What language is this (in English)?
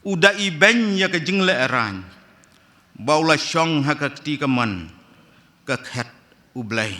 Khasi